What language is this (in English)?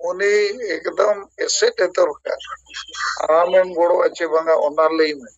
Santali